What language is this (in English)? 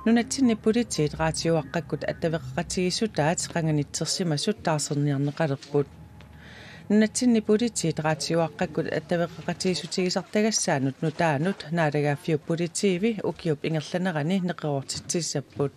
Kalaallisut